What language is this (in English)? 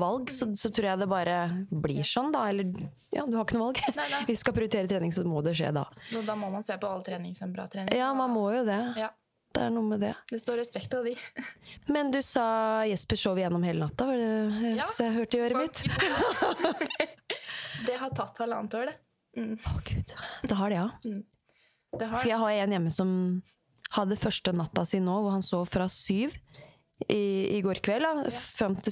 Norwegian